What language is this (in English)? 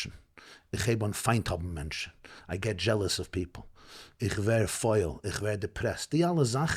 Yiddish